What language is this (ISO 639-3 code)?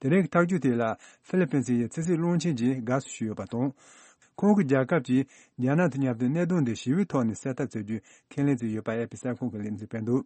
bod